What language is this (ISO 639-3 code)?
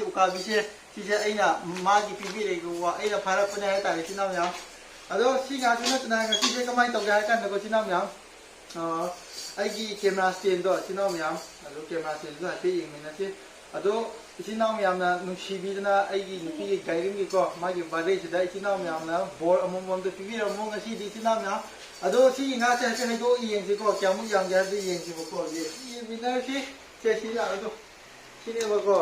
mni